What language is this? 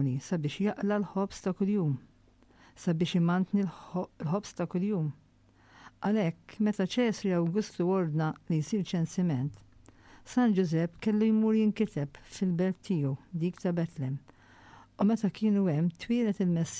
Maltese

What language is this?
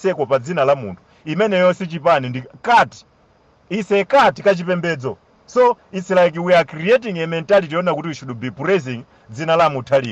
Nyanja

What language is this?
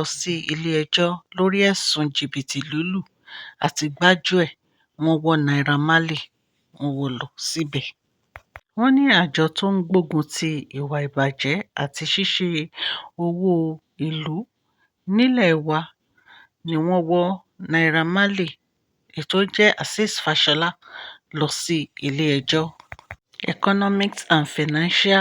Yoruba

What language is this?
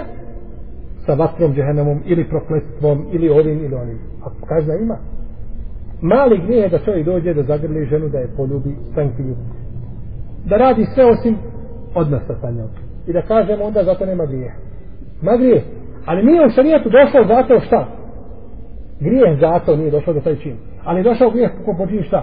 Bosnian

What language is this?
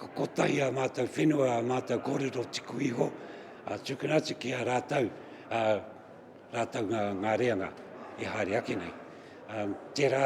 Māori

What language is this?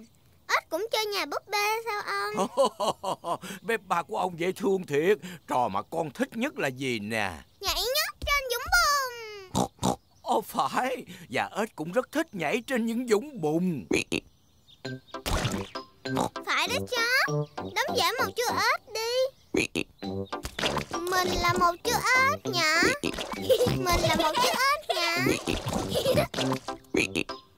Vietnamese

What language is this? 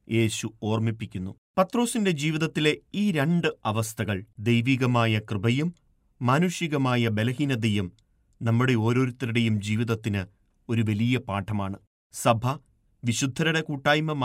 Malayalam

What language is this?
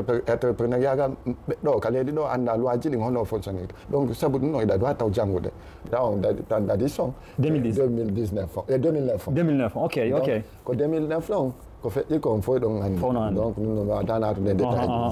Fula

